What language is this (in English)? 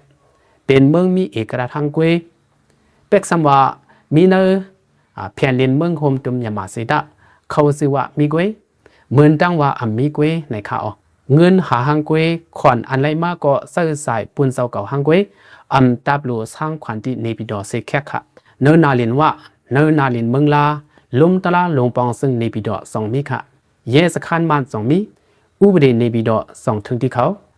Shan